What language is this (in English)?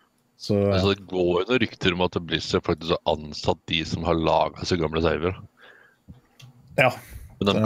Norwegian